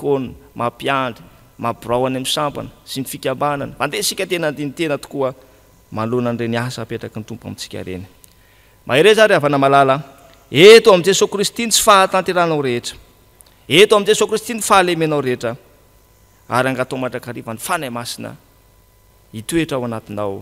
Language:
Malagasy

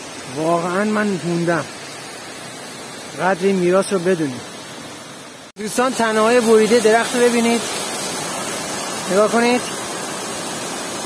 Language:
Persian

